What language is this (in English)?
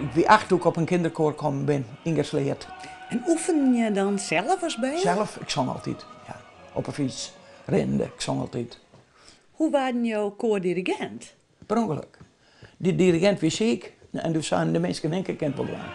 Western Frisian